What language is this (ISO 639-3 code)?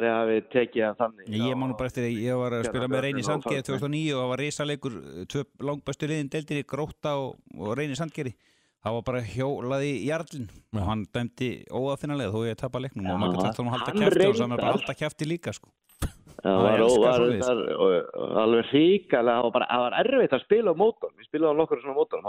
isl